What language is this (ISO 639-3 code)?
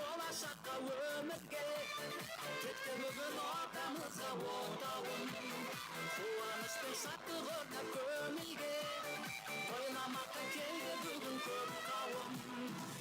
kaa